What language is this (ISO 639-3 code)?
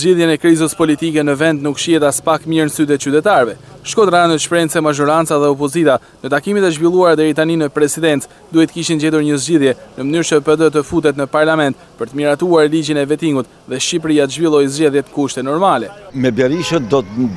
sqi